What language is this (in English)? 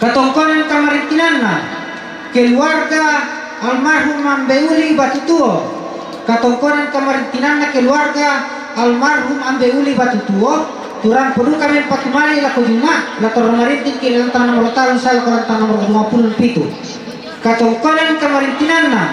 Toraja-Sa'dan